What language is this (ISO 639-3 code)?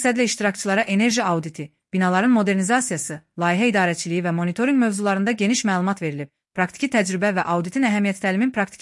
aze